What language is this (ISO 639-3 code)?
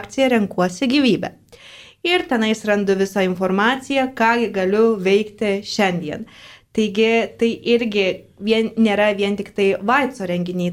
lit